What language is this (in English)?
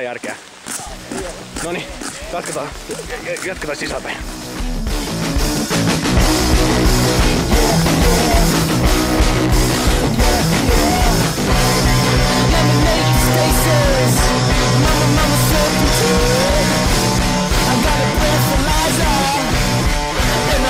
Finnish